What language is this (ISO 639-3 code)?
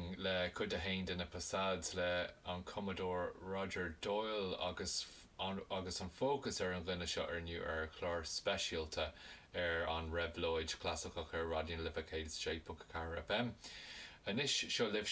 gle